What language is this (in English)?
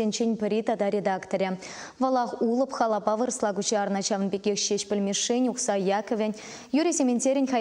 Chuvash